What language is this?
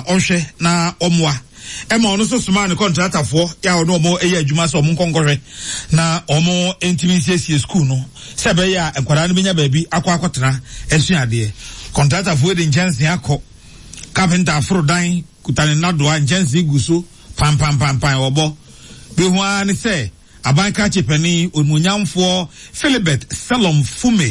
Akan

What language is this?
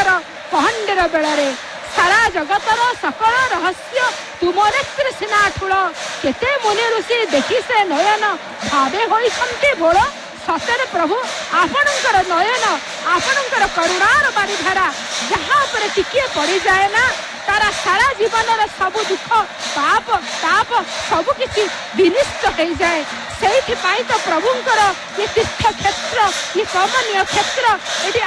Odia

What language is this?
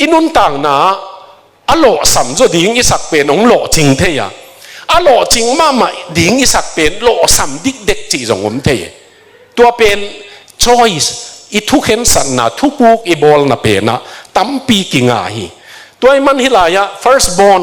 Tedim Chin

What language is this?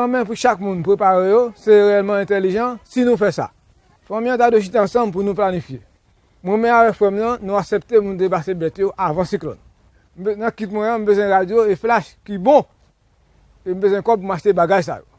Haitian Creole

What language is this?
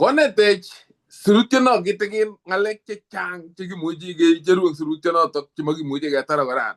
Kalenjin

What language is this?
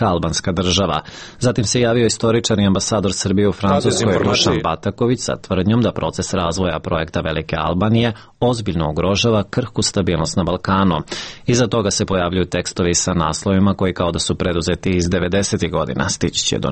Serbian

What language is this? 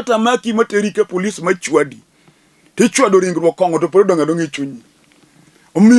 Luo (Kenya and Tanzania)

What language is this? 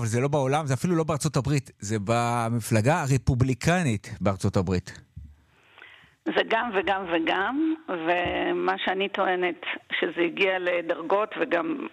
Hebrew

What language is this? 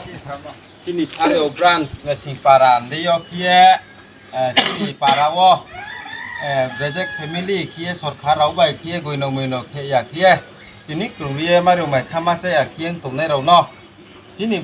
Riang (India)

